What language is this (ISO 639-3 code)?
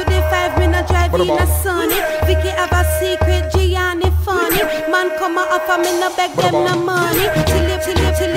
jam